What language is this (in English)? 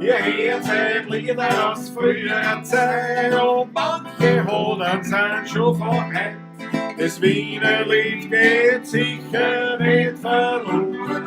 Bavarian